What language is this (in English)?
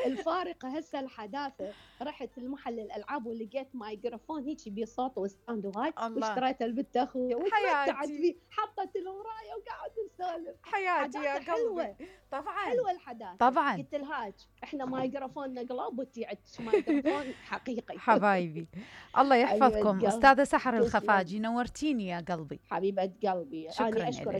Mesopotamian Arabic